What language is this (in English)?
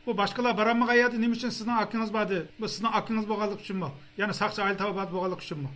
Uyghur